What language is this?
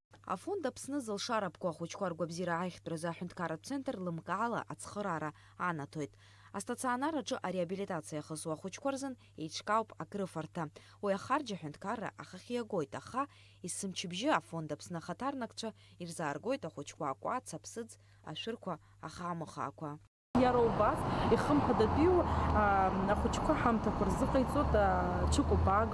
Abkhazian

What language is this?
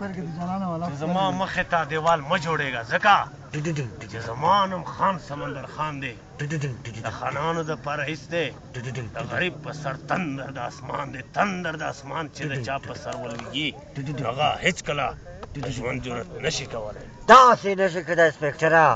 Pashto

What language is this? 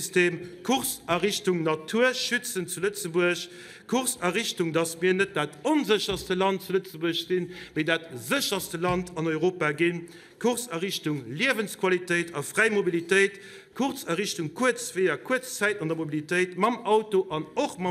Luxembourgish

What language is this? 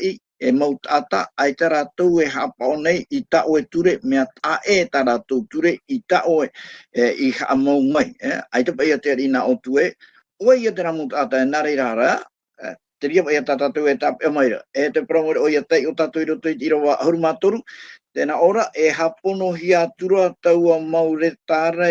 Tahitian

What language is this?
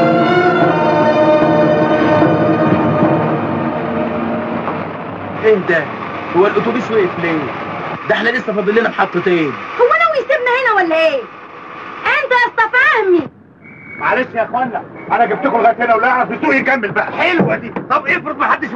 Egyptian Arabic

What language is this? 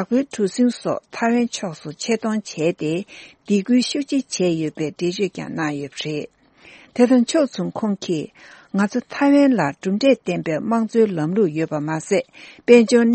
Tibetan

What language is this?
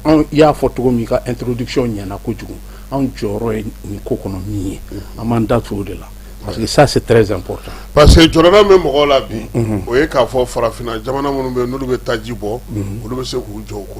Bambara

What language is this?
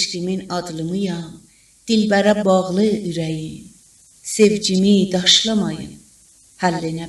South Azerbaijani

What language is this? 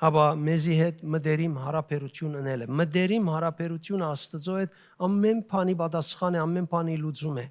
Western Armenian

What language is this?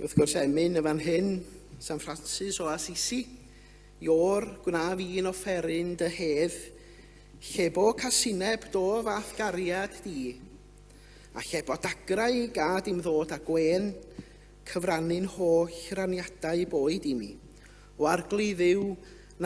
Welsh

